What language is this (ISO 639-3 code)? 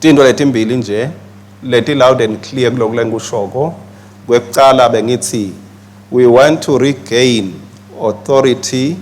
ssw